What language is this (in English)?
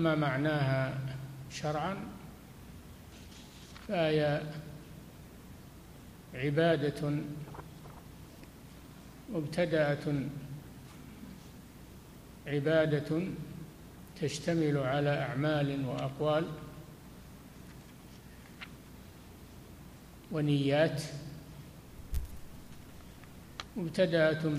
Arabic